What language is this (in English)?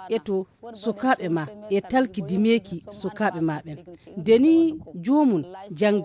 Fula